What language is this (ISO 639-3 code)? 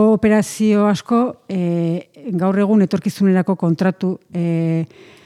eus